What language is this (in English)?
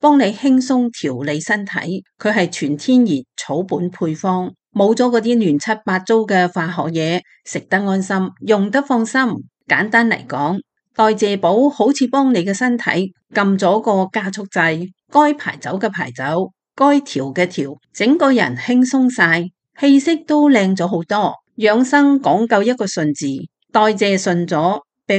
Cantonese